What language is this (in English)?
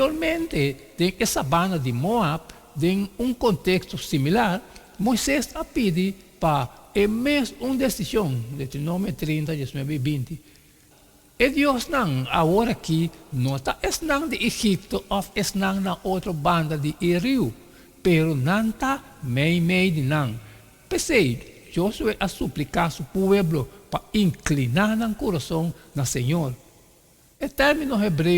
Papiamento